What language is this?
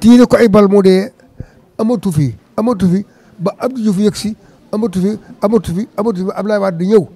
Wolof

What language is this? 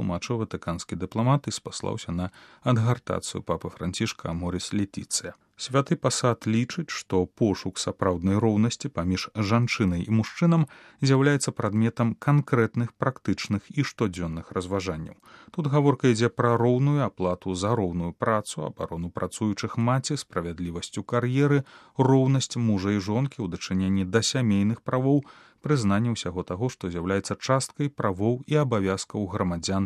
Belarusian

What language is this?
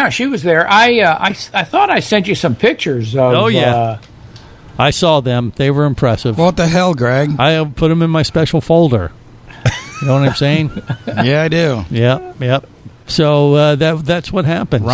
English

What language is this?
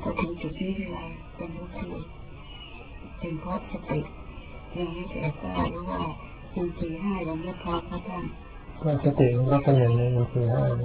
Thai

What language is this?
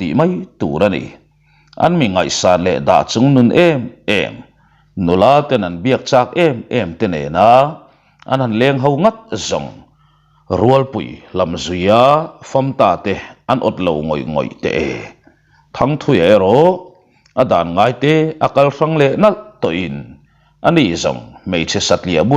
Mizo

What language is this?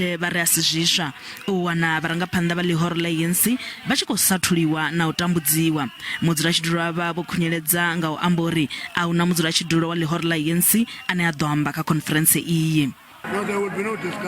Venda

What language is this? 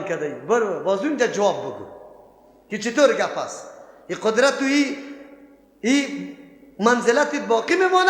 Persian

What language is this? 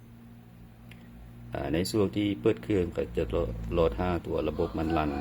Lao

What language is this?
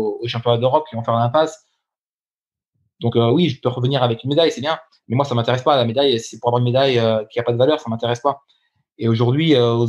French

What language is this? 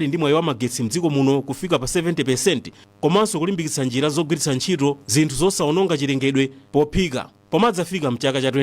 Nyanja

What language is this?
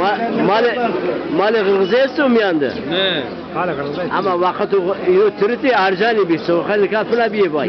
Zaza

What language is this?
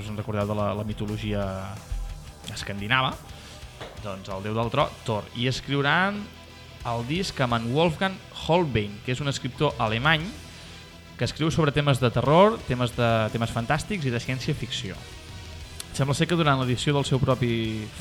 Catalan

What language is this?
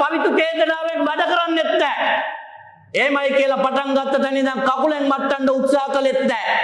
Sinhala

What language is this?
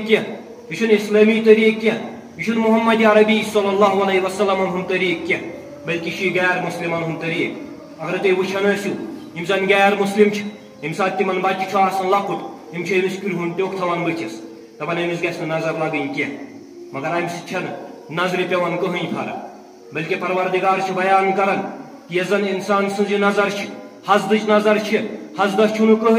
Kashmiri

